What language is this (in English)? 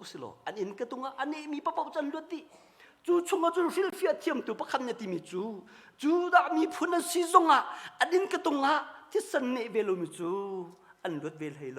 Hakha Chin